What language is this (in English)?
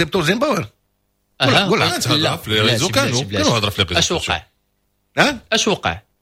Moroccan Arabic